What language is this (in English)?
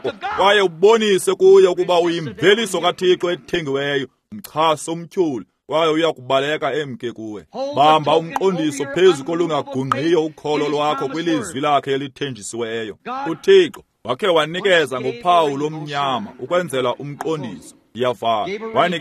Xhosa